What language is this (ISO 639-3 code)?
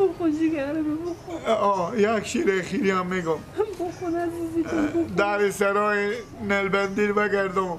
fas